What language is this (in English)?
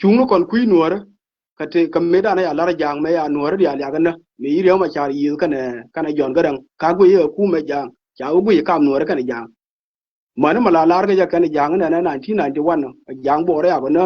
Nuer